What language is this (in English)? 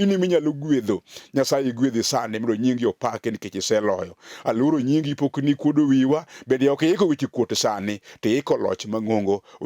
Luo (Kenya and Tanzania)